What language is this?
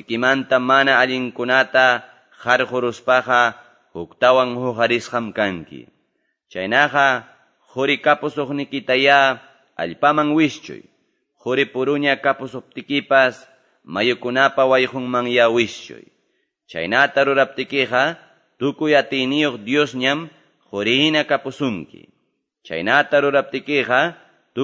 Quechua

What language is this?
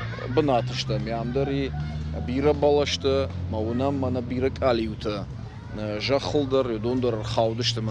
Ossetic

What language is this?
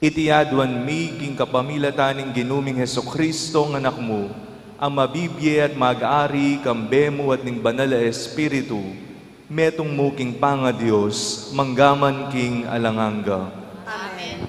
Pampanga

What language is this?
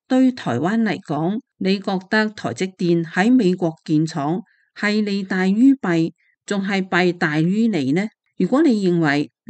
Cantonese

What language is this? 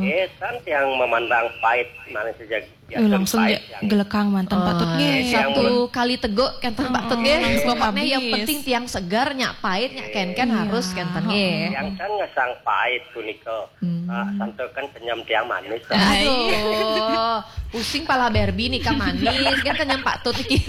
Balinese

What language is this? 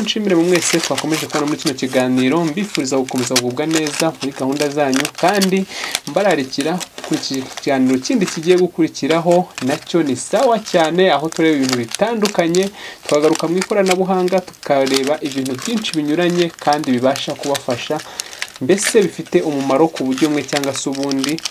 Kinyarwanda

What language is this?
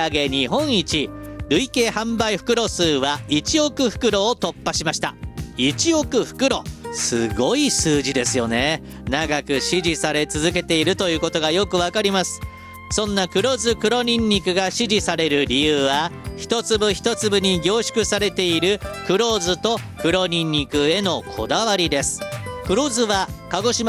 Japanese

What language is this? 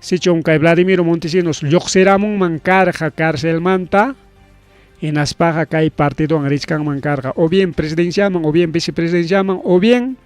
Ayacucho Quechua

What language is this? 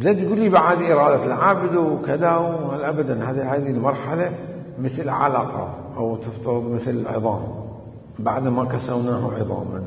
Mesopotamian Arabic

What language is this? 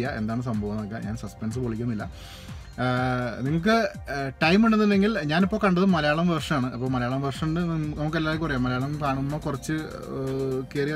Malayalam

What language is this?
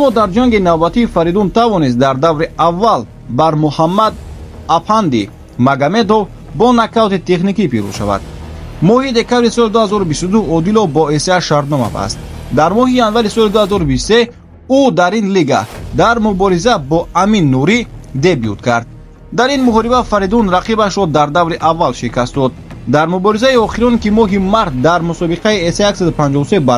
Tajik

